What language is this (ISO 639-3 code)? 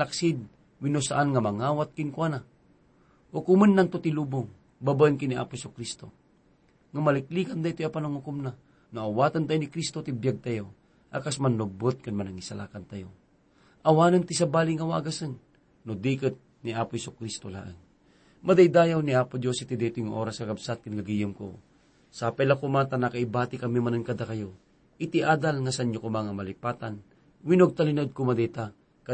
ilo